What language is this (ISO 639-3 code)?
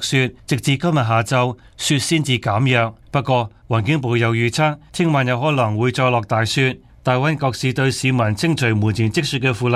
yue